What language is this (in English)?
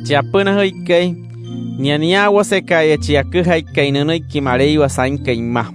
Wayuu